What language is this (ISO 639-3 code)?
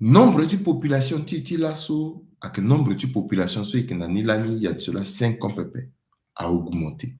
sag